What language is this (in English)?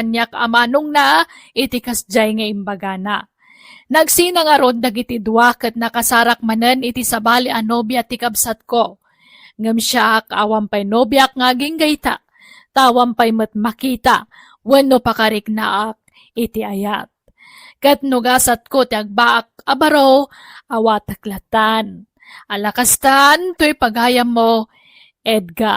Iloko